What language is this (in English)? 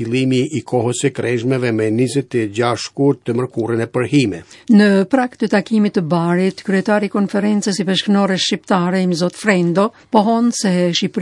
Albanian